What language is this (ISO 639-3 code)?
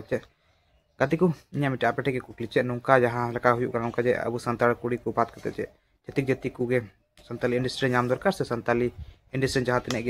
sat